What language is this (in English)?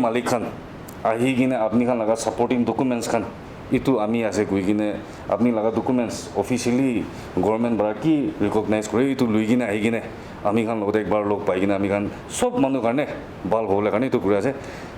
Naga Pidgin